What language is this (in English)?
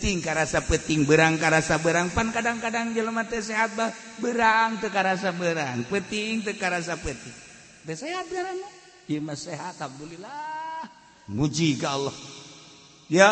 Sundanese